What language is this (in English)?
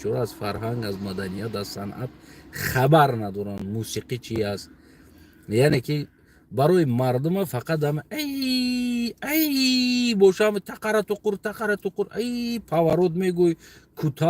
Tajik